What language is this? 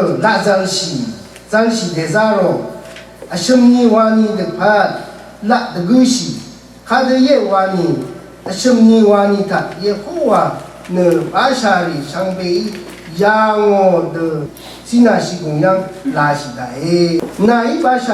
Rawang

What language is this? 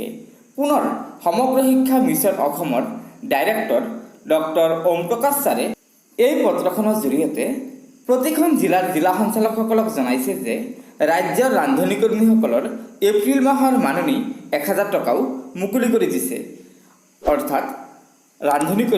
Assamese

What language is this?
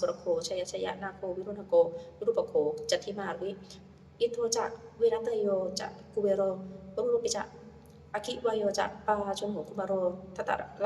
Pali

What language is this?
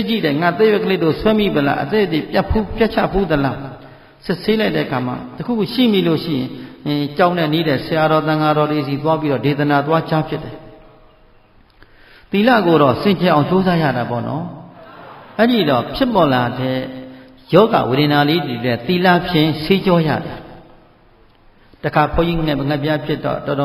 Burmese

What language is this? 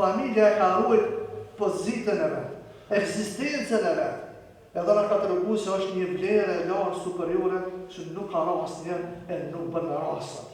Albanian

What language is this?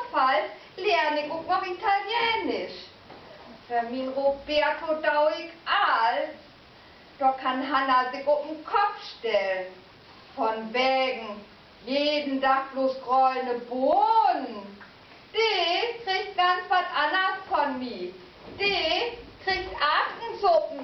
Low German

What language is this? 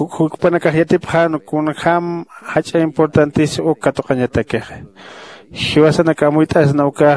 Aymara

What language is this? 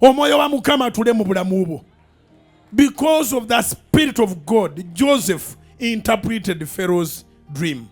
Ganda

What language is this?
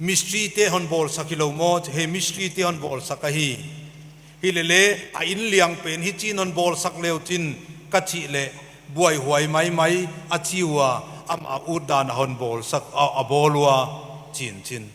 Paite Chin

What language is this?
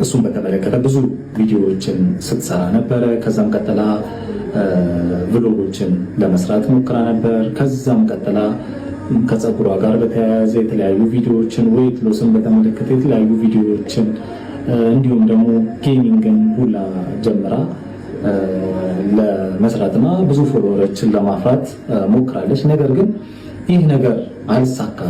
Amharic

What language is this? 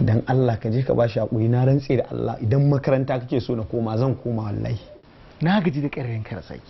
Hausa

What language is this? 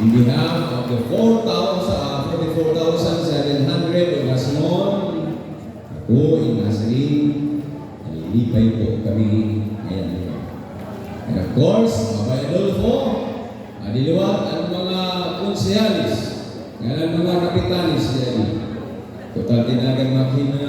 Waray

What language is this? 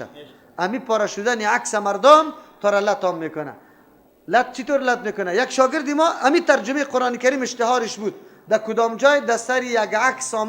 Persian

